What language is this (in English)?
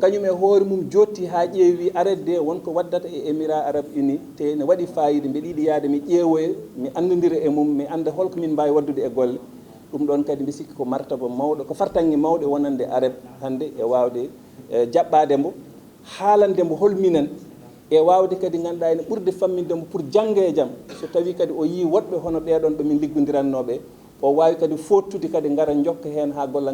Fula